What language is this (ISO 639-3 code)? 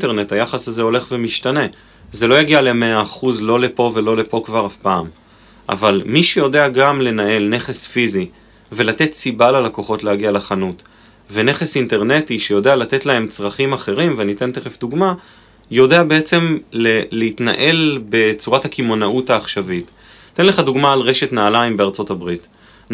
heb